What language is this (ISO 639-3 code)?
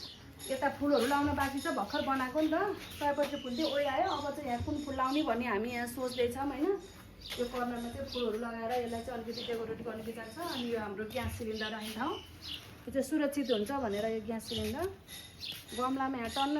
nep